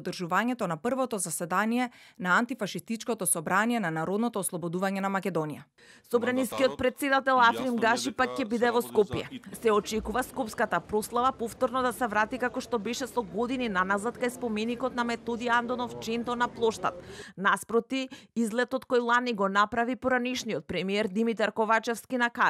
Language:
Macedonian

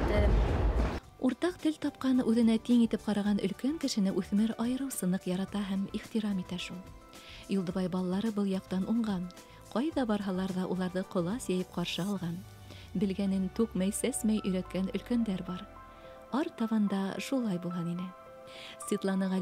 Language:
Bashkir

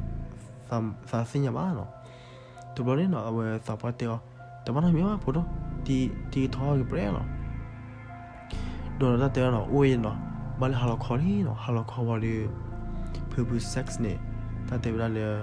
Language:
S'gaw Karen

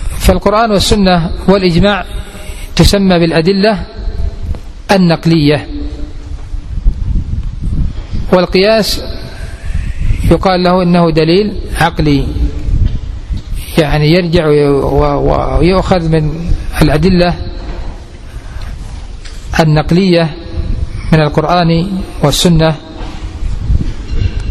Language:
Arabic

